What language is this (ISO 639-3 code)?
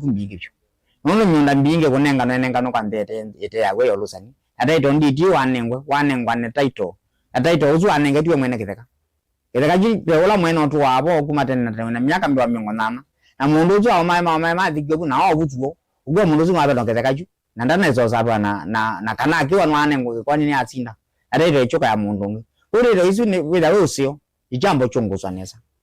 kam